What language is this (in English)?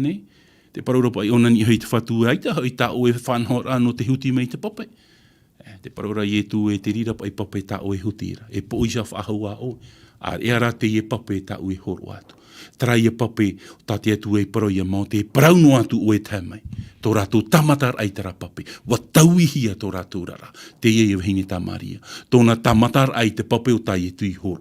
Tahitian